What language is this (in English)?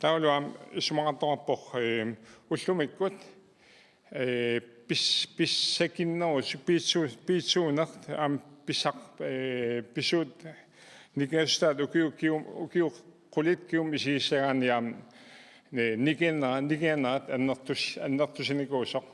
Kalaallisut